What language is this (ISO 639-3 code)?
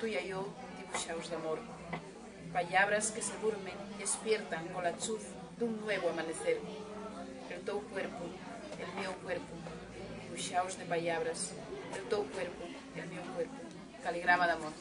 ast